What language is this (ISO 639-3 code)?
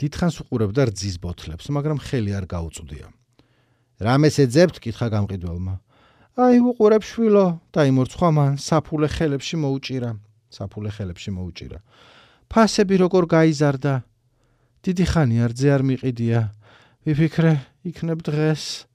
kat